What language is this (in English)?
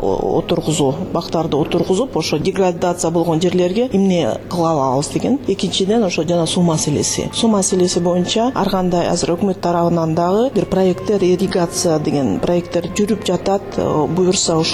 Kyrgyz